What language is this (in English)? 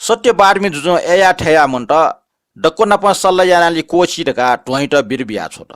Newari